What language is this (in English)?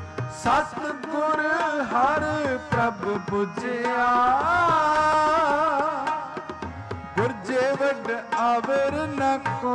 Punjabi